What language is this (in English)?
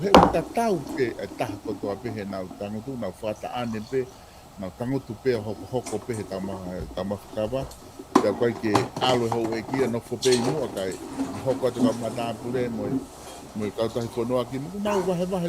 Tongan